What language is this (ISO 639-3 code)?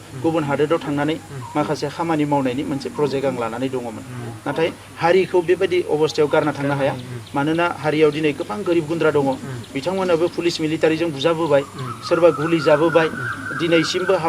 brx